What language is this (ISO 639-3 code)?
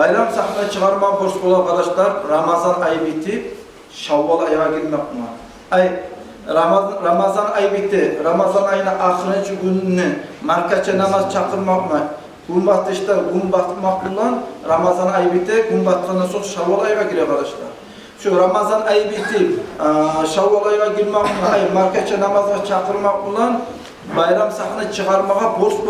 kum